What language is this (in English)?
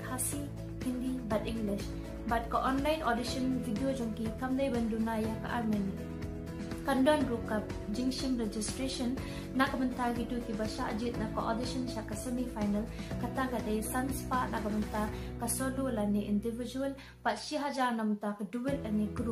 Khasi